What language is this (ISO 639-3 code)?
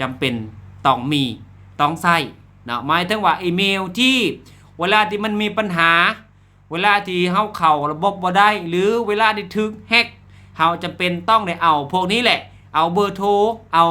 lao